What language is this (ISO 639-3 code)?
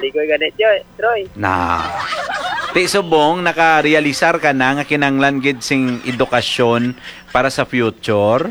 hil